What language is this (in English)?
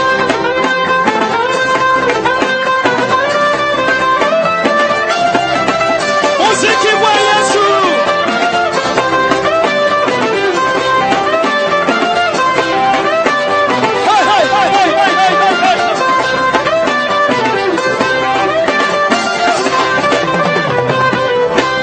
Swahili